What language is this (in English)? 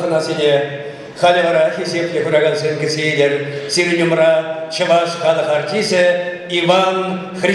Chuvash